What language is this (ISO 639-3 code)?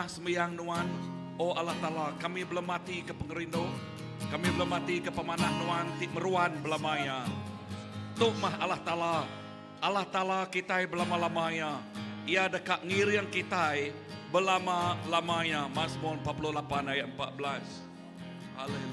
iba